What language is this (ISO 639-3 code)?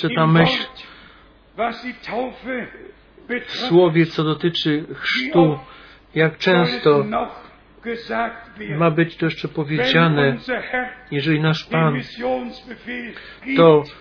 pol